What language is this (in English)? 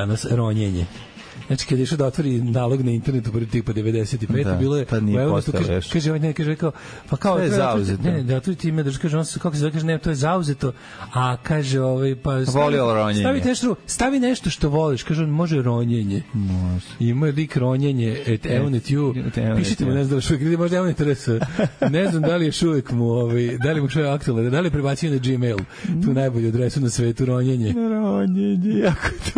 Serbian